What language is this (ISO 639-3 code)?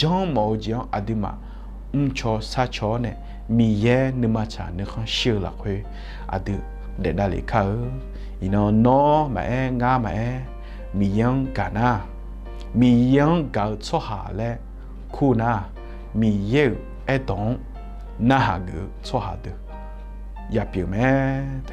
ahk